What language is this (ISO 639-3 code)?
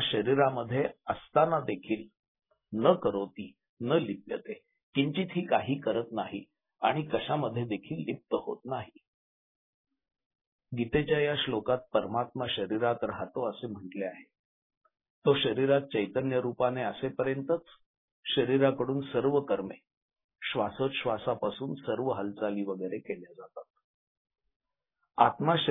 mar